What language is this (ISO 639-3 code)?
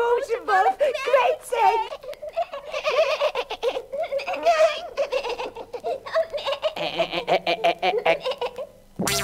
nld